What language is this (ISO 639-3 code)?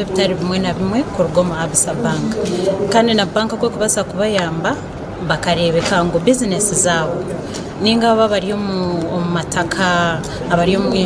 nyn